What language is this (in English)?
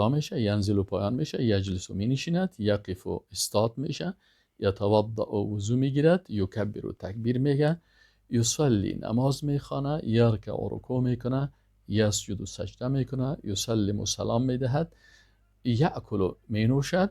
Persian